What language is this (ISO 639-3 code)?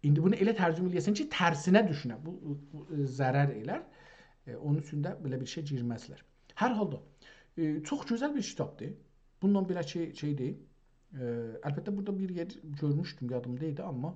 azb